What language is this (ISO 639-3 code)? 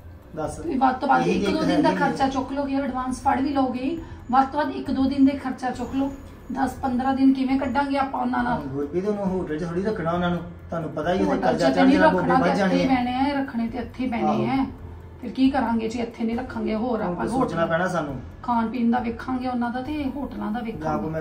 pan